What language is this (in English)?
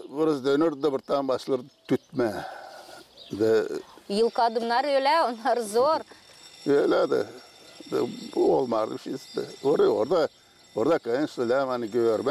Gagauz